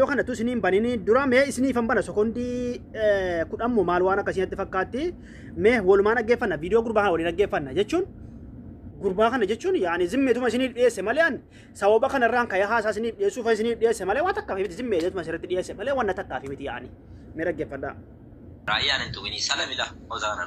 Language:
Oromo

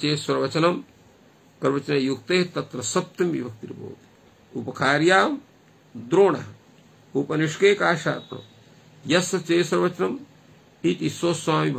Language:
Sanskrit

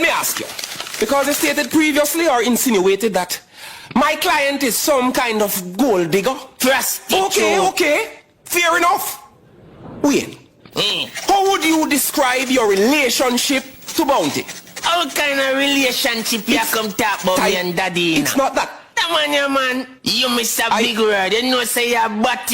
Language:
Jamaican Creole English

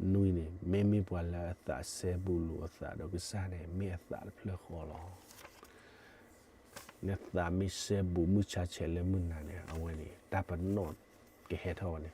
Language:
S'gaw Karen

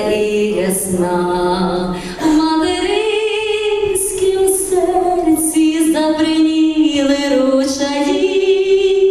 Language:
Ukrainian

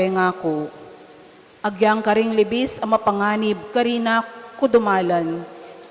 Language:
Pampanga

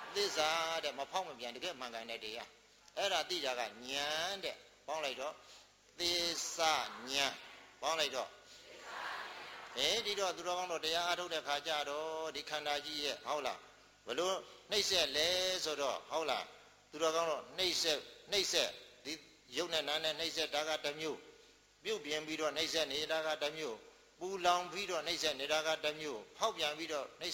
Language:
Burmese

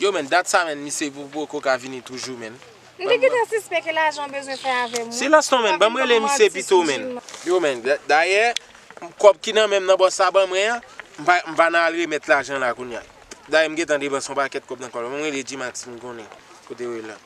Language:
Haitian Creole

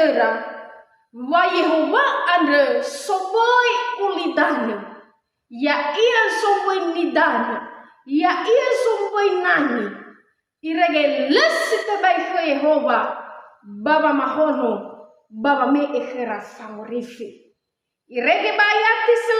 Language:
Nias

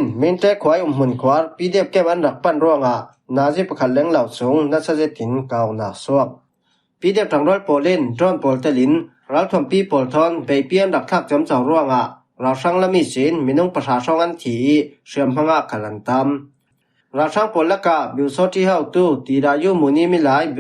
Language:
Falam Chin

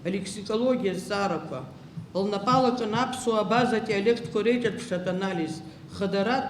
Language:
Abkhazian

